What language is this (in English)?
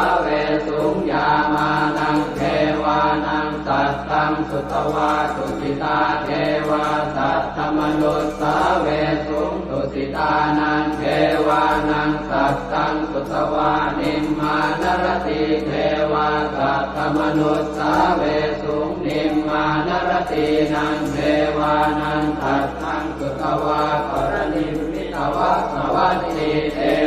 Pali